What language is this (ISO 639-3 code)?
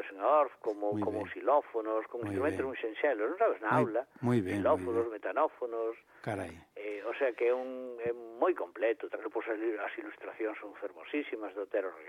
glg